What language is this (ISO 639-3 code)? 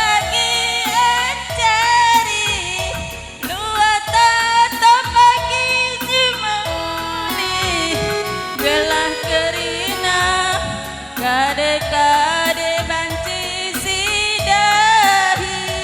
btx